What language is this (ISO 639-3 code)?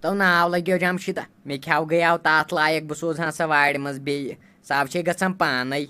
kas